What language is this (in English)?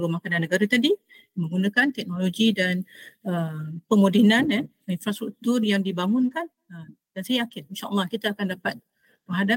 Malay